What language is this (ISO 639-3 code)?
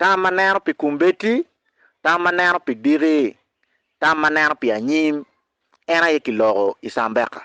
ach